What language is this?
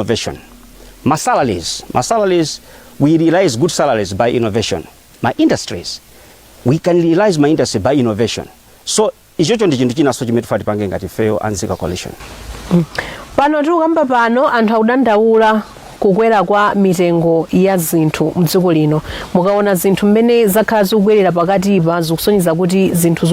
Nyanja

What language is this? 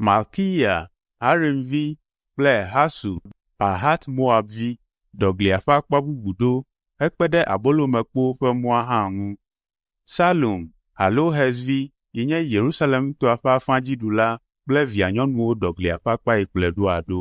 Ewe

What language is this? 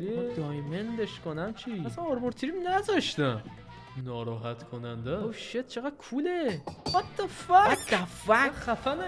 Persian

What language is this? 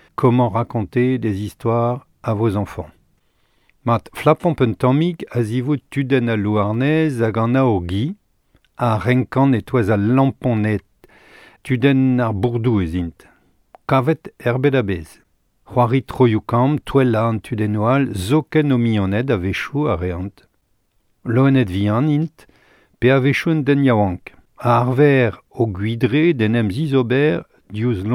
Breton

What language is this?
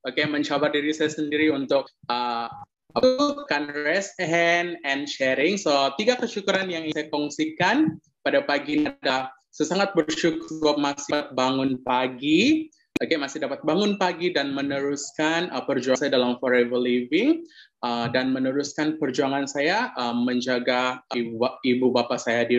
Malay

